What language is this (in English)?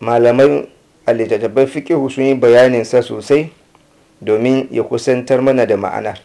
Hausa